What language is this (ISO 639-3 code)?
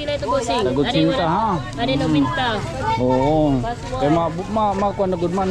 war